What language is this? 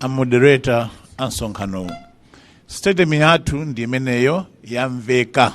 Nyanja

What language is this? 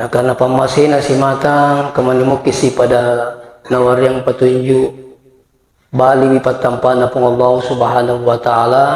Buginese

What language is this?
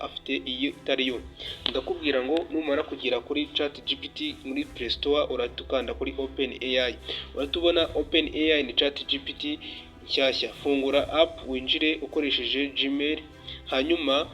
Kinyarwanda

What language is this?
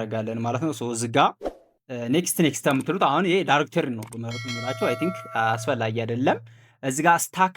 Amharic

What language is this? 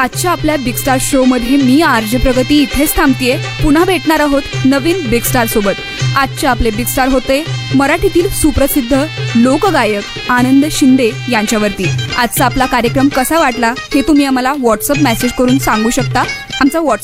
Marathi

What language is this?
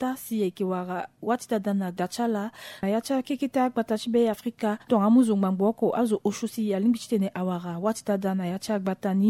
Sango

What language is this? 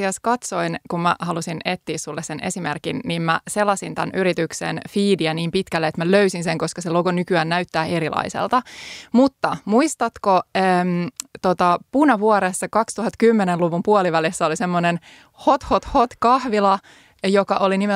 Finnish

